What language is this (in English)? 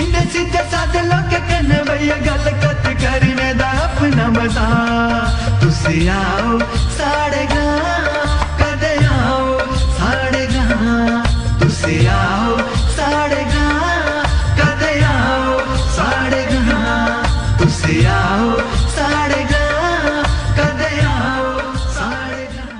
Dogri